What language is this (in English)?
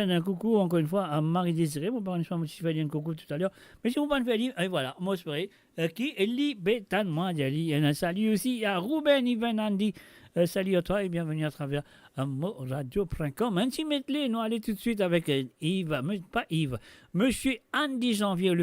Morisyen